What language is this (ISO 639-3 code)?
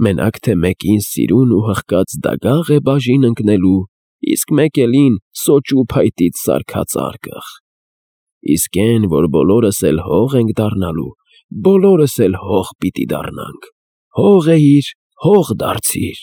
hye